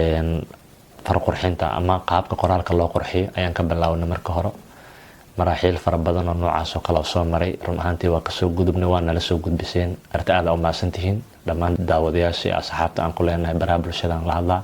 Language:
Somali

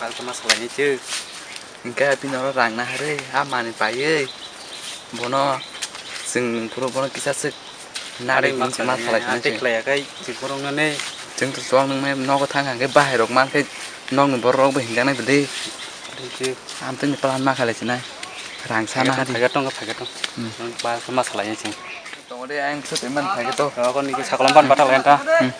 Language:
Kok Borok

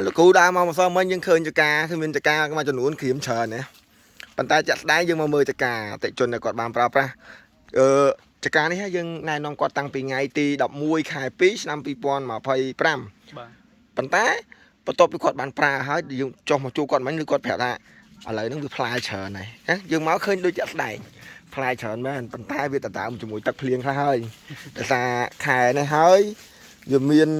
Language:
Khmer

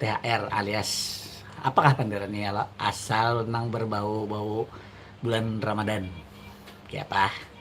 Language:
Banjar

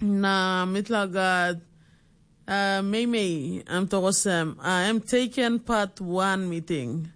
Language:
Tok Pisin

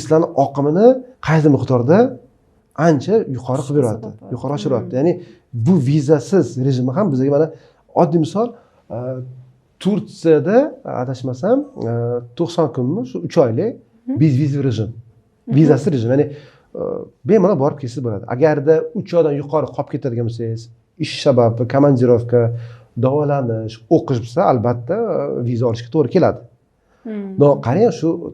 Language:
Uzbek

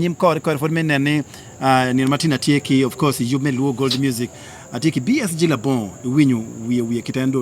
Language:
Acoli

